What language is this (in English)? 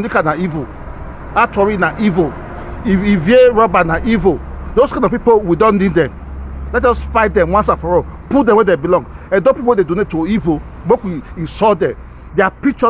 Nigerian Pidgin